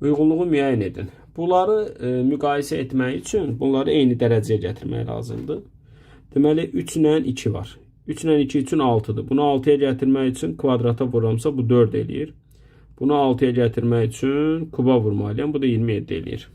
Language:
Azerbaijani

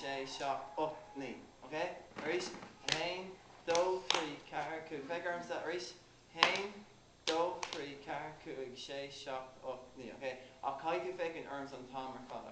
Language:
Irish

